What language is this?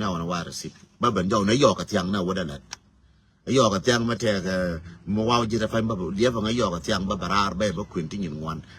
Nuer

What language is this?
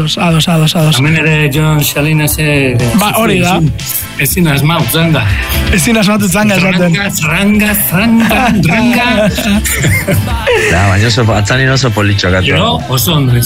Basque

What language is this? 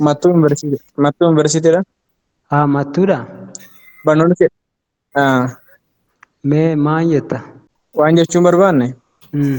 Oromo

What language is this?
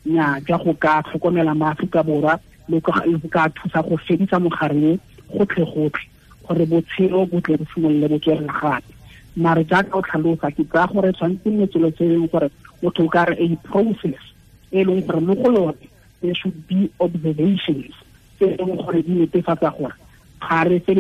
Tswana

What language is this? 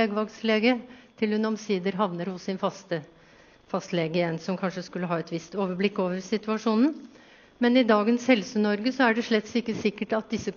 Norwegian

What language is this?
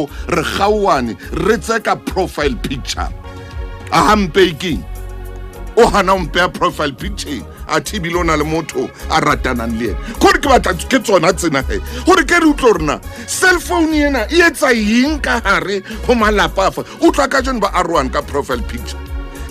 Southern Sotho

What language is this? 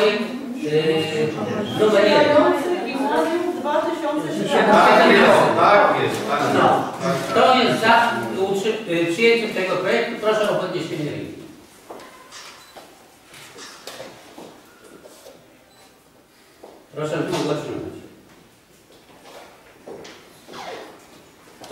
Polish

